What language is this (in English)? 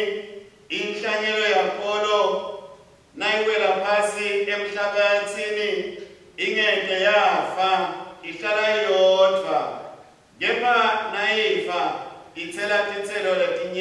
Swati